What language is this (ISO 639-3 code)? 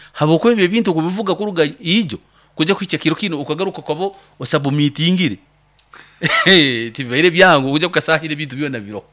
nyo